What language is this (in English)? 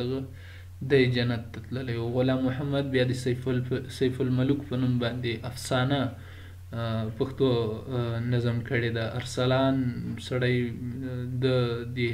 Pashto